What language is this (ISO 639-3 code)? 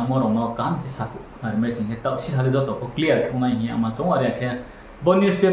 ria